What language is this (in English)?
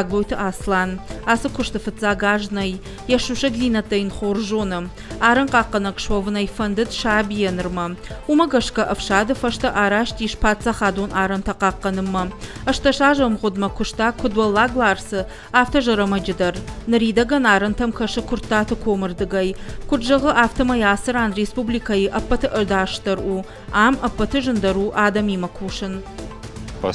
Ossetic